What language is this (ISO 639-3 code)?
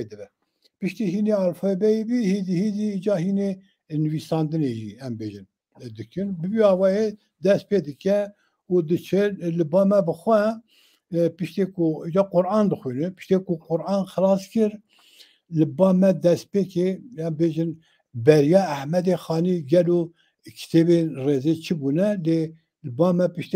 kur